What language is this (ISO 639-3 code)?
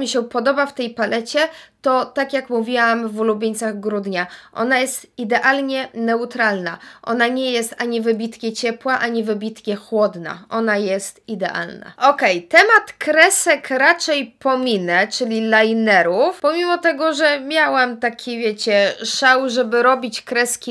pol